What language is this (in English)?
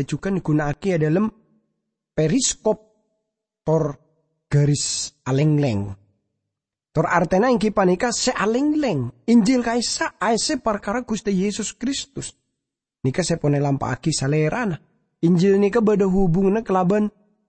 Madurese